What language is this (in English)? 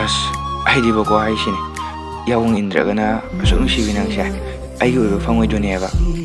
Manipuri